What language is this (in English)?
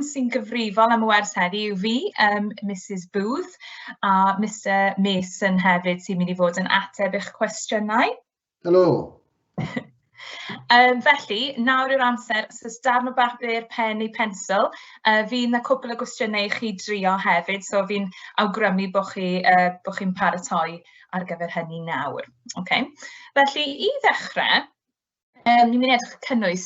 Welsh